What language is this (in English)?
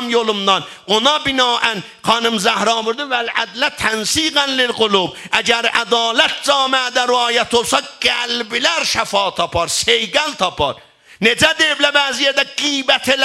South Azerbaijani